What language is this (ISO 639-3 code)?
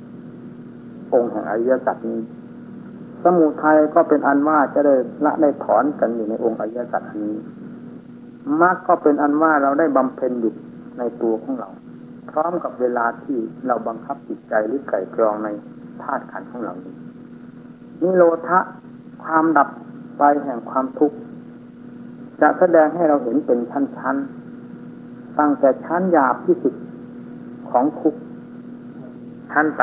tha